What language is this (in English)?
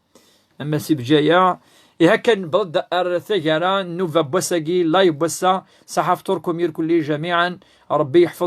Kabyle